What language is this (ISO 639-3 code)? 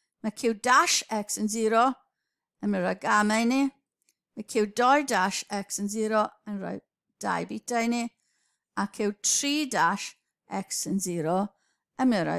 cym